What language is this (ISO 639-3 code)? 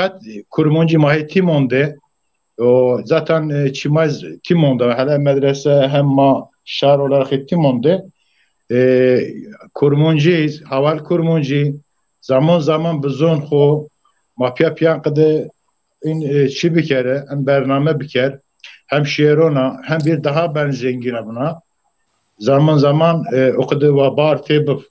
zza